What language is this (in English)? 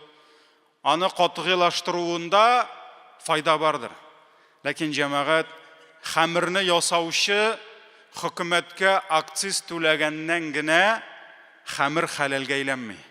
Tatar